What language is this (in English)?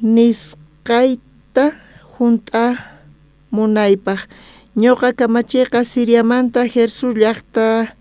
South Bolivian Quechua